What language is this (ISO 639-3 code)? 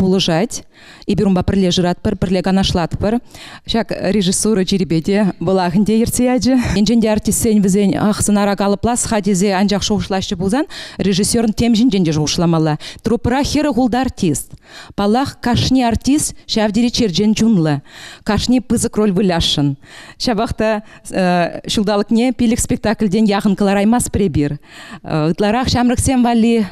chv